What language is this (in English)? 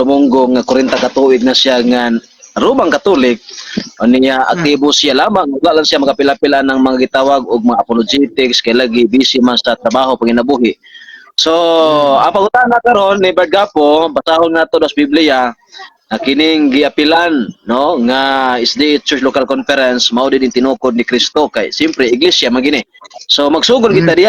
Cebuano